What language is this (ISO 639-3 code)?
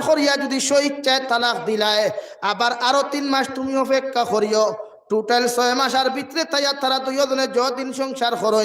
syl